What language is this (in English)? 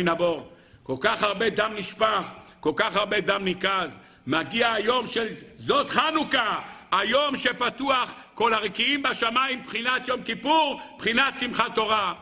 Hebrew